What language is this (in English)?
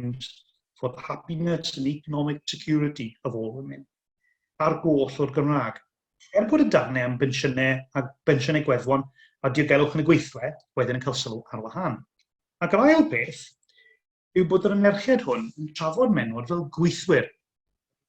Welsh